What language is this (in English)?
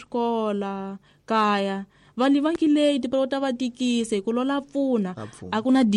Tsonga